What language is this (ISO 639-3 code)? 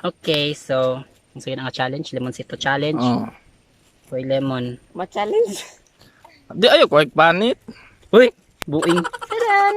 ceb